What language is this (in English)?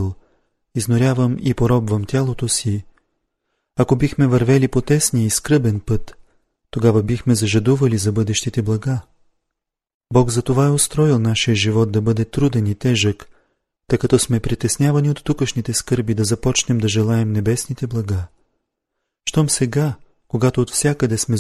Bulgarian